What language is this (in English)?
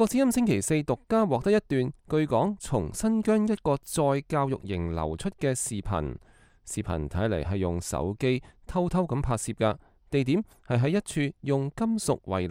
Cantonese